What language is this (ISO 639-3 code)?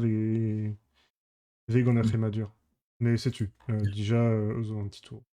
bre